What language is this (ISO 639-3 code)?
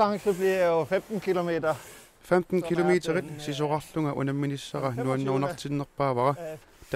kal